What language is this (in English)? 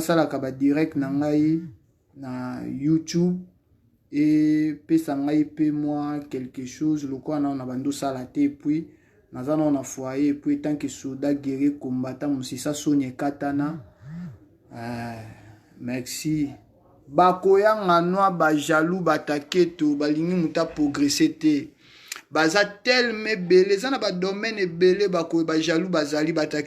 Lingala